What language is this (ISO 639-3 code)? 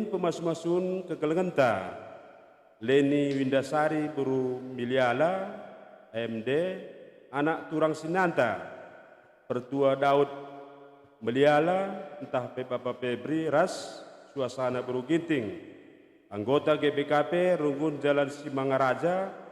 btx